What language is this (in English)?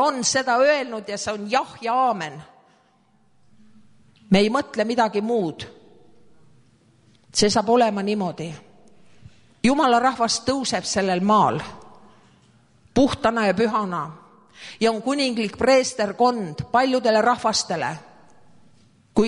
Estonian